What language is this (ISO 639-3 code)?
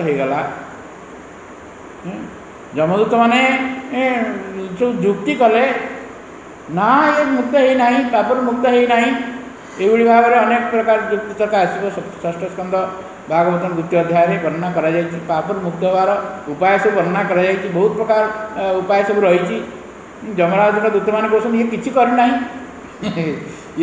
ori